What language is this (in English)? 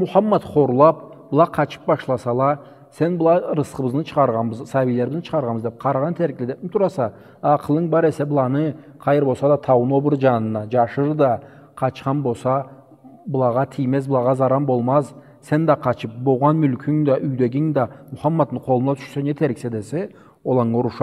Karachay-Balkar